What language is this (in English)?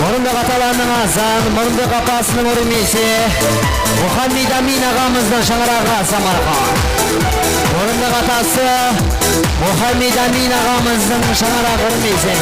Kara-Kalpak